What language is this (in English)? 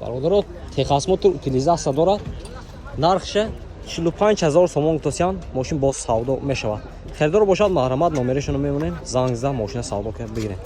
Tajik